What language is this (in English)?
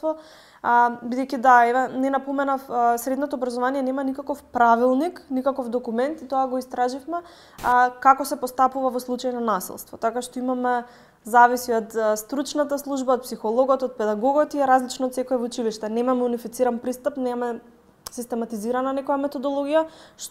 Macedonian